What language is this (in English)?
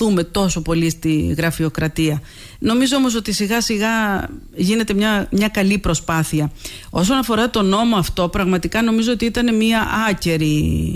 Greek